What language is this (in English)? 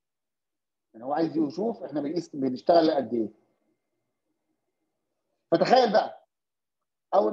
Egyptian Arabic